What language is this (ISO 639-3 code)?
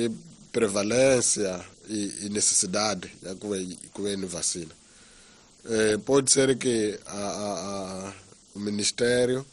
tso